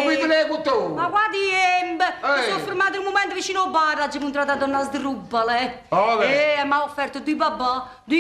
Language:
Neapolitan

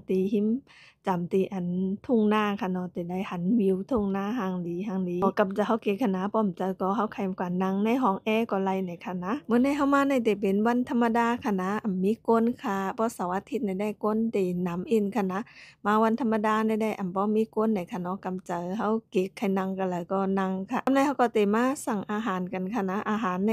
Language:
Shan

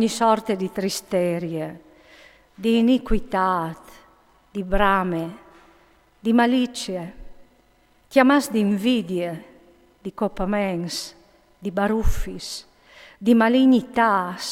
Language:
Friulian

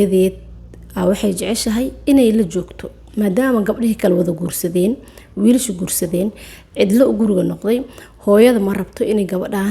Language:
Somali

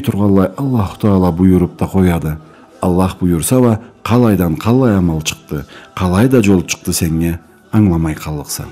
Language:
Karachay-Balkar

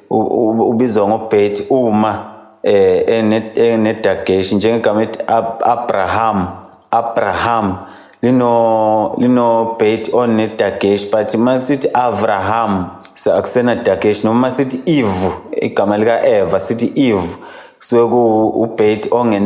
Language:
Zulu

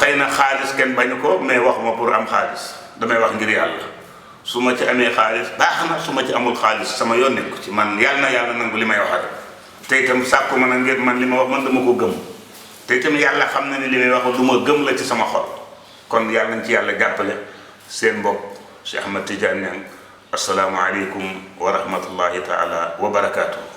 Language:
Wolof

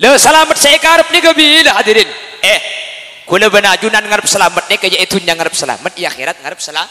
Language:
Madurese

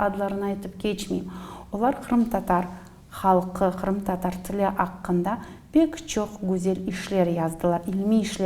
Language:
Crimean Tatar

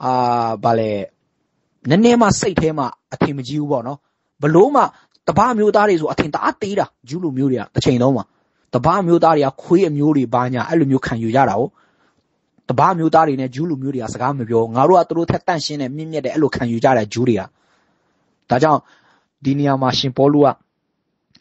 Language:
Burmese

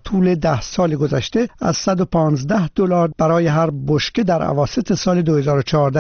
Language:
Persian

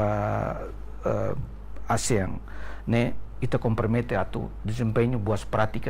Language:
Tetum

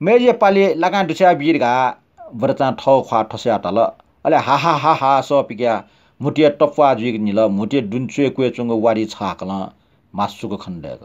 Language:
Newari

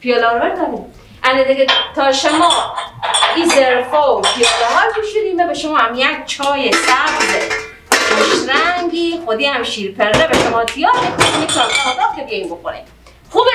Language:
Persian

